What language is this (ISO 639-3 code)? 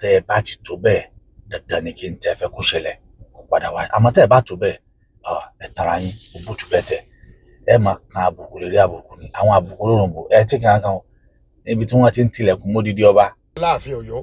yor